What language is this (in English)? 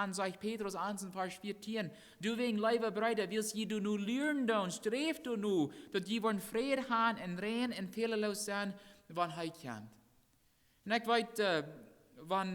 Plautdietsch